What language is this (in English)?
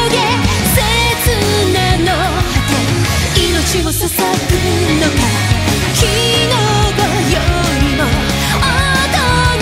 Japanese